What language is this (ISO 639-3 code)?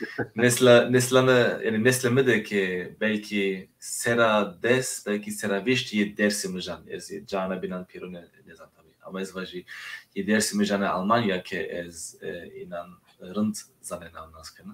zza